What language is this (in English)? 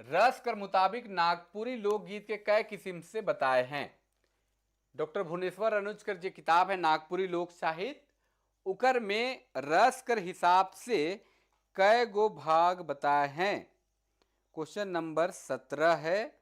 Sadri